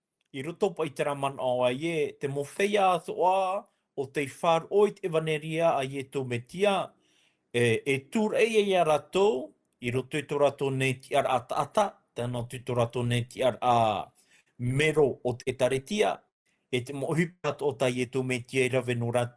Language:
Tahitian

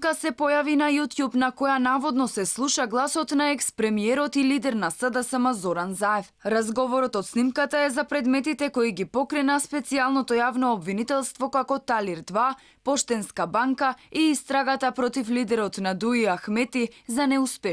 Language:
Macedonian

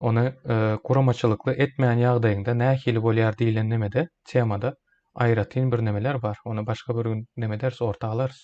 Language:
Turkmen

